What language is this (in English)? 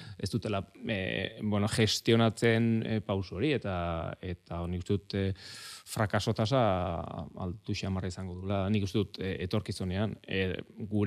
Basque